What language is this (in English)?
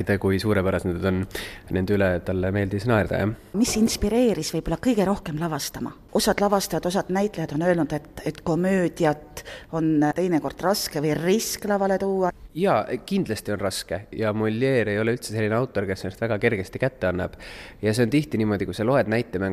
Estonian